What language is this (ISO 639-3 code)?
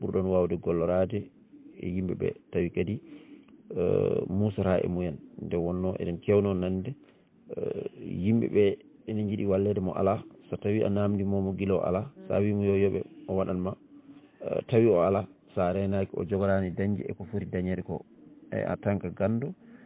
ful